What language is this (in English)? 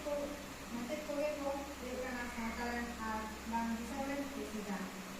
Santali